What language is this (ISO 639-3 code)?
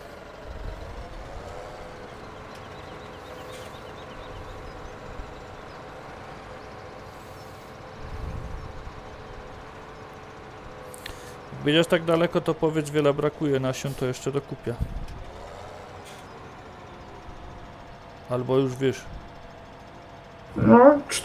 pol